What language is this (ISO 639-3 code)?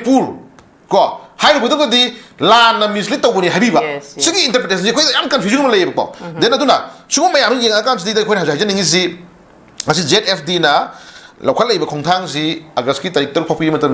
mni